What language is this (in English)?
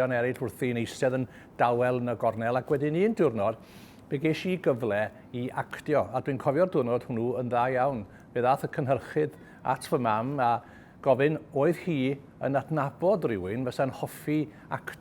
Welsh